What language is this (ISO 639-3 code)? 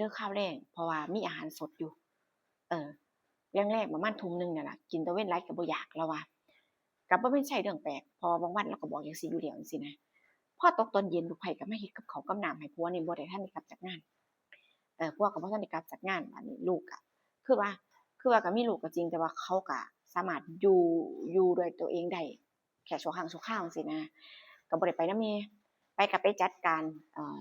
tts